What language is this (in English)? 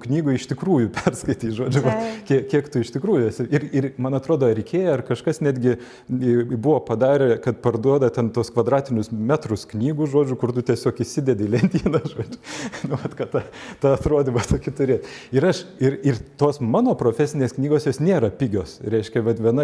Lithuanian